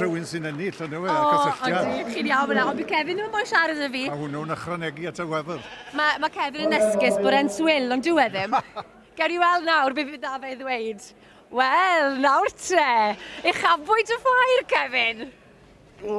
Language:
Welsh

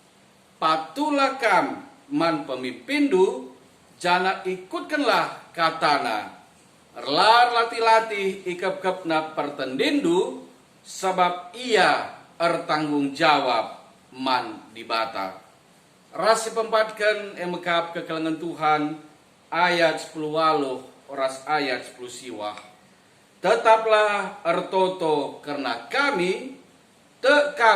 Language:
Batak Karo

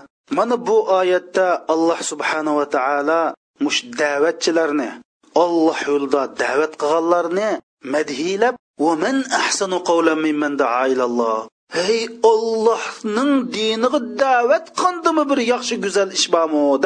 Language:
Uyghur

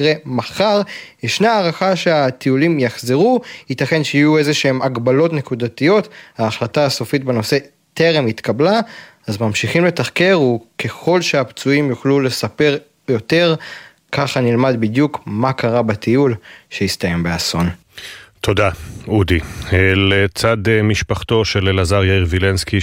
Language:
Hebrew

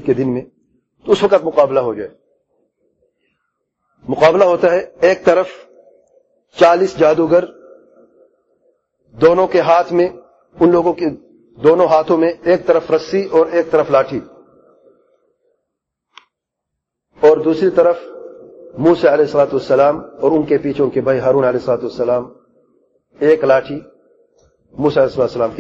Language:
Urdu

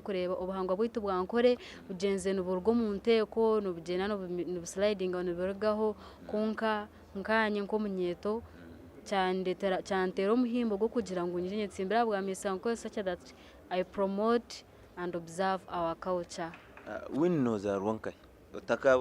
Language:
Nyankole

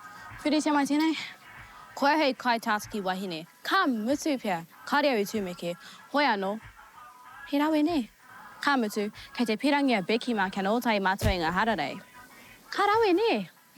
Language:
Māori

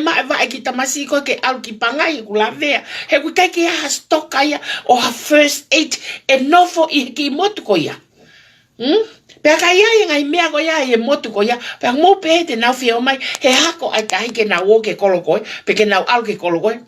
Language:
Tongan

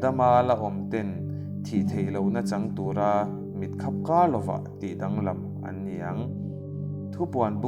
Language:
Mizo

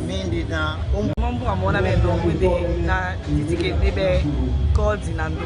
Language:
Duala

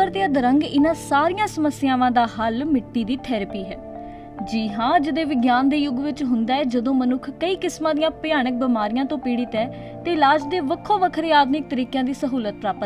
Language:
Punjabi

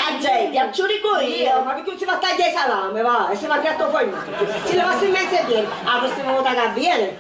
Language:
Sicilian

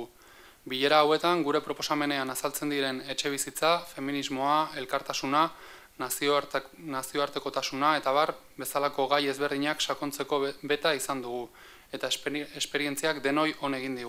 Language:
Basque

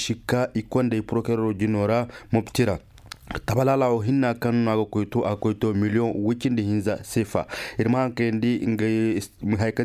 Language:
Koyraboro Senni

